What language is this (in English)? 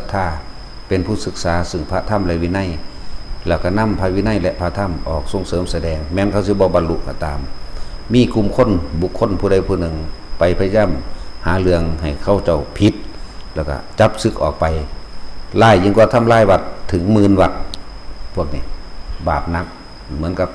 Northeastern Thai